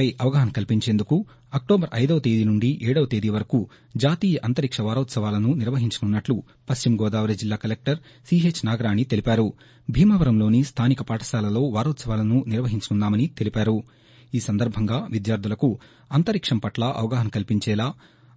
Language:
Telugu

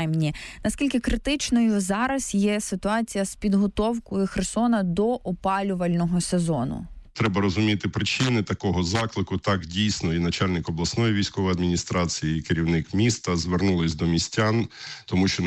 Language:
Ukrainian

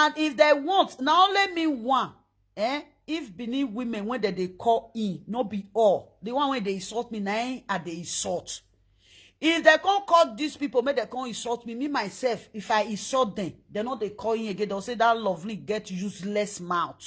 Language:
Nigerian Pidgin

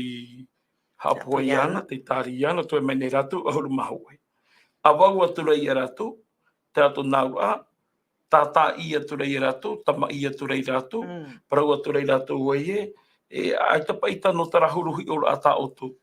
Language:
Tahitian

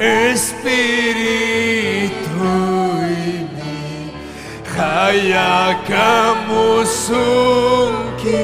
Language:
Ayacucho Quechua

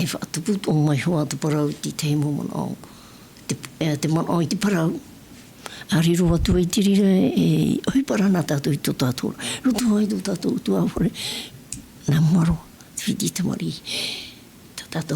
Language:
Tahitian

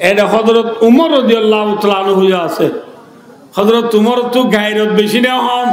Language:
Rohingya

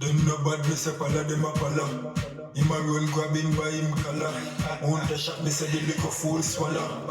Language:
Jamaican Creole English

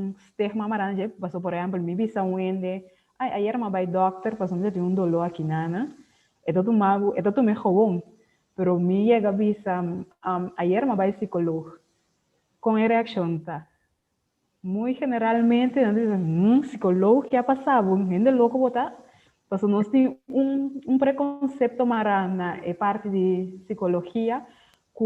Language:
Papiamento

